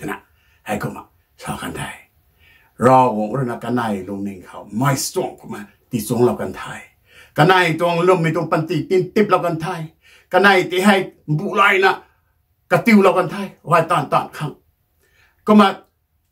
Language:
Rongmei Naga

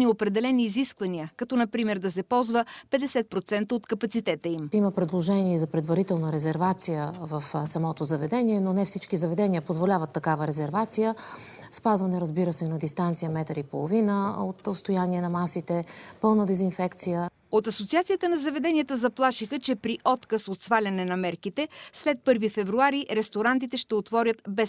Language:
Bulgarian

